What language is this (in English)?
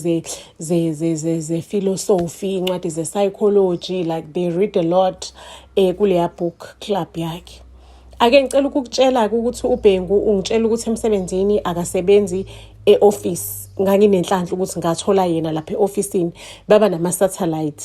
Zulu